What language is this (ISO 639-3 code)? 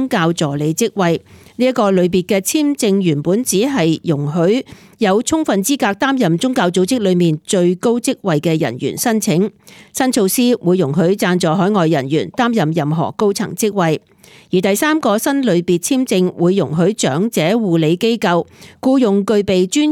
yue